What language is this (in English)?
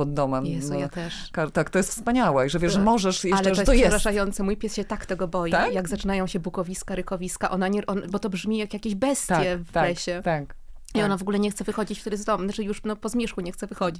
Polish